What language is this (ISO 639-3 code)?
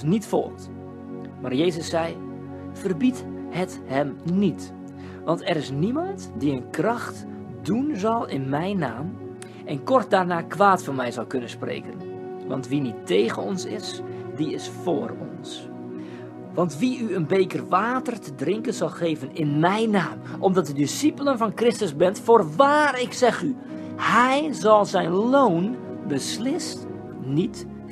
nld